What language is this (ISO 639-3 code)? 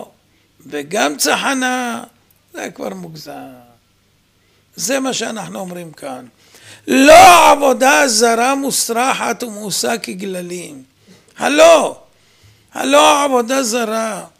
heb